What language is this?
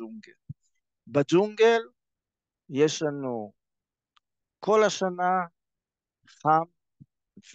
Hebrew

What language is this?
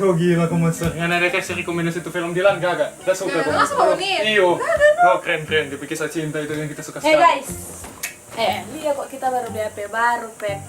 Manado Malay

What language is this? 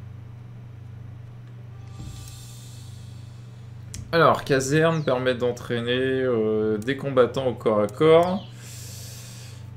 French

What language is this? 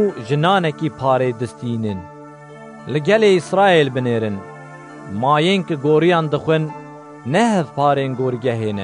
Kurdish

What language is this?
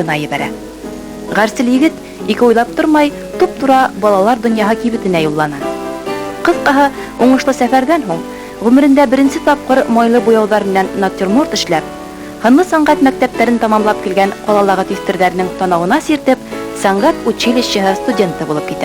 Bashkir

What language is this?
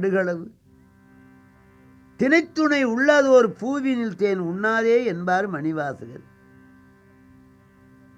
Tamil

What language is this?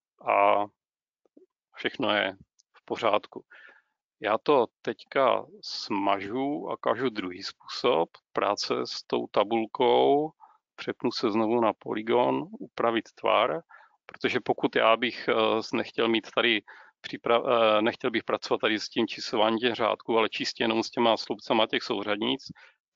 Czech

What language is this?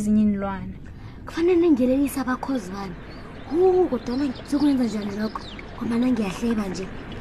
South Ndebele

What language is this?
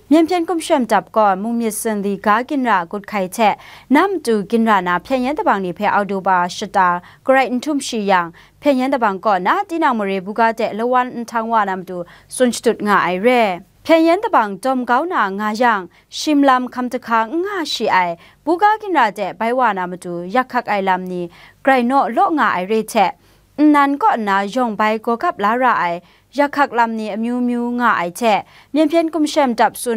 Kachin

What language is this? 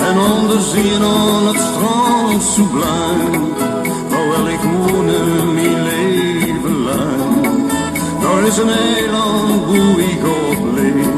Limburgish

